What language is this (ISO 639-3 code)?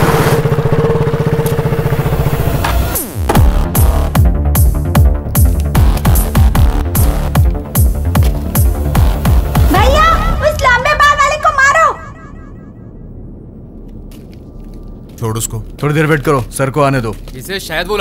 hin